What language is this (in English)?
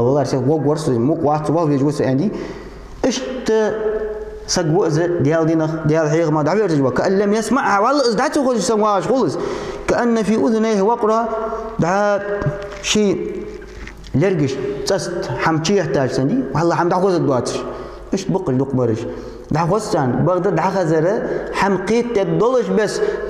Ingush